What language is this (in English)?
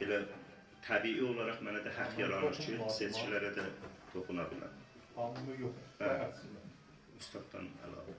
South Azerbaijani